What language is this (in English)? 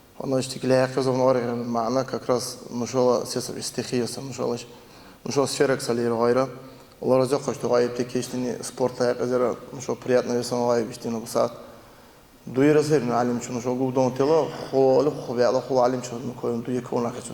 Dargwa